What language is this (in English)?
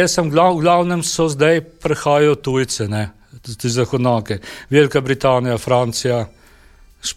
Slovenian